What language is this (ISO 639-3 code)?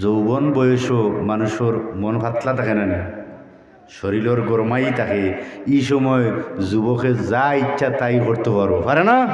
syl